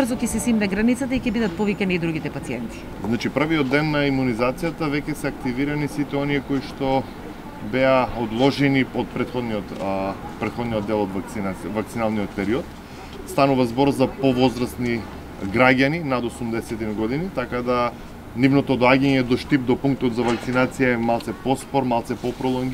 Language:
Macedonian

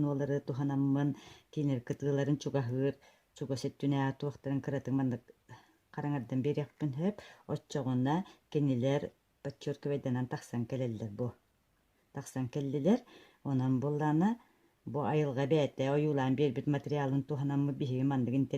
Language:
Yakut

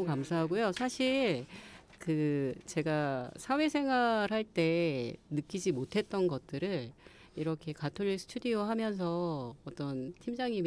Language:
Korean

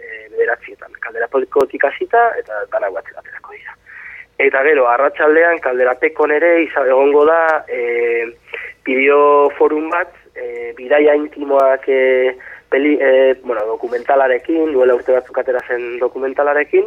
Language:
Basque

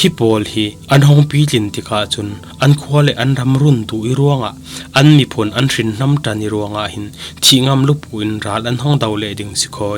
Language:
Falam Chin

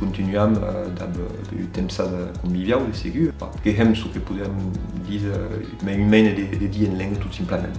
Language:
Occitan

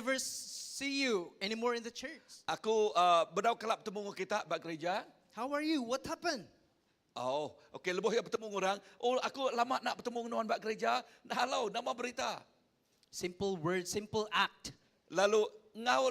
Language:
Iban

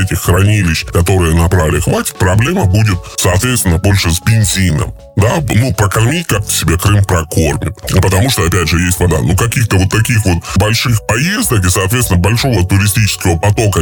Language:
Russian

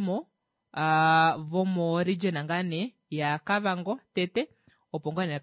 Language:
Kuanyama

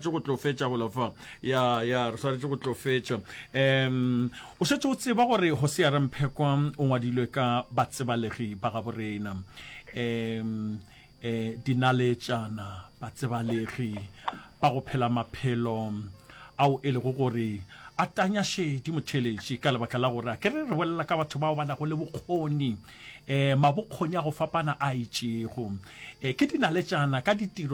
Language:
Northern Sotho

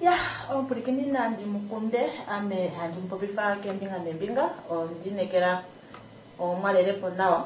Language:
Kuanyama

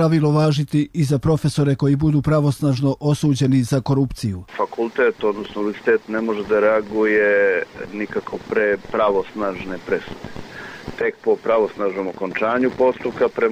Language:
Serbian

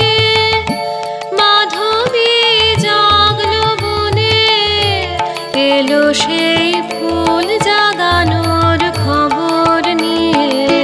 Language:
Bangla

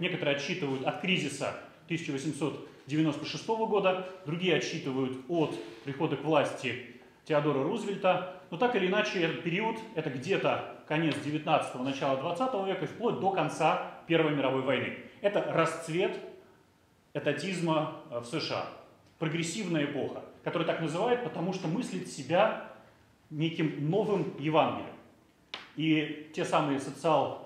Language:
Russian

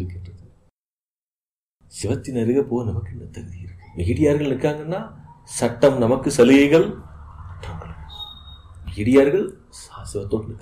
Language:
Tamil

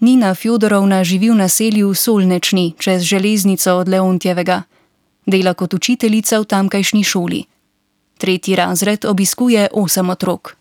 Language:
Slovenian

